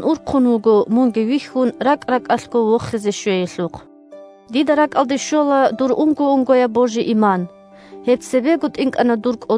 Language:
Avaric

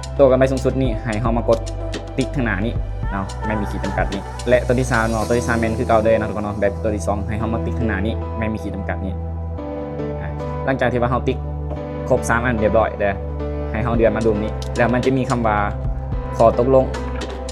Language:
Lao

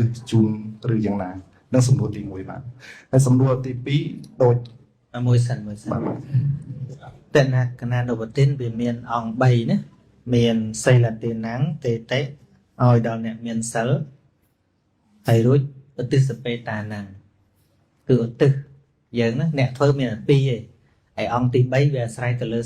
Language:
Khmer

